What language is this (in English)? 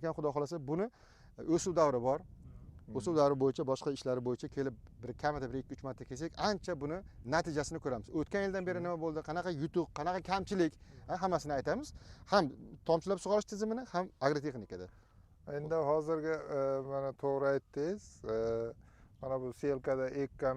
Uzbek